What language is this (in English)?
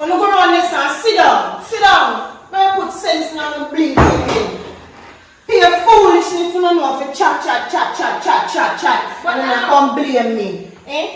Jamaican Creole English